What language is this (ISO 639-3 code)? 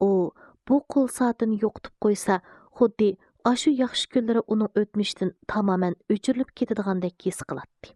uig